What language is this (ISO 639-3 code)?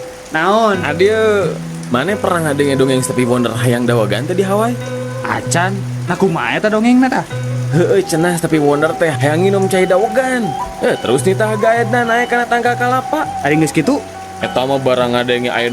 sun